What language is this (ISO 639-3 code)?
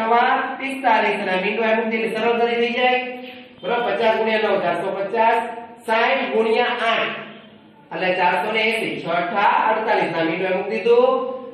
guj